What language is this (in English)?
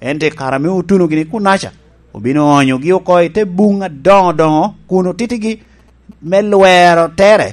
Lango (Uganda)